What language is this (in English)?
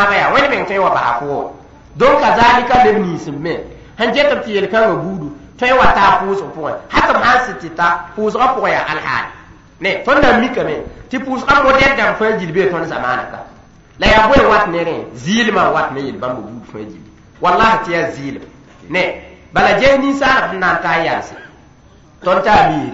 Mossi